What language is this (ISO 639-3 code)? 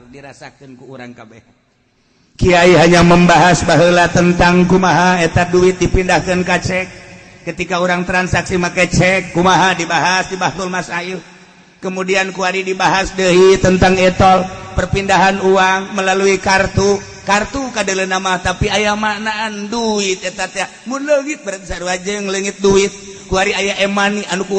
sun